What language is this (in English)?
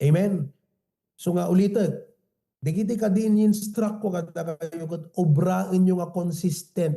Iloko